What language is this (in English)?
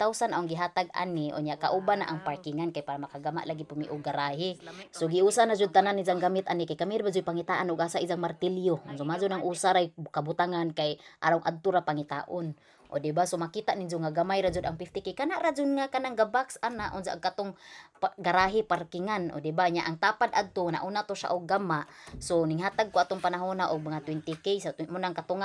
Cebuano